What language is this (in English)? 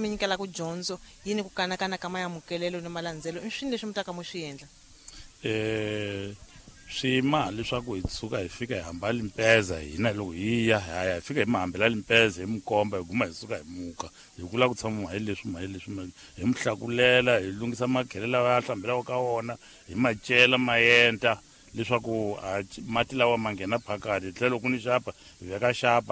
Tsonga